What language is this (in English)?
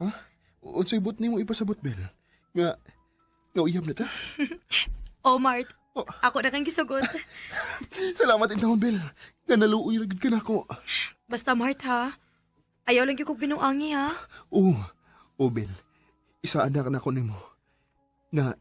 Cebuano